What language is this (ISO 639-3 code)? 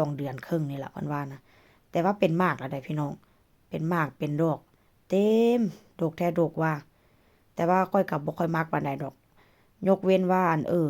lao